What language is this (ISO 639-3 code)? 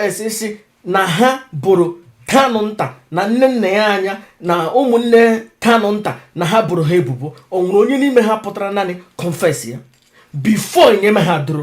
ibo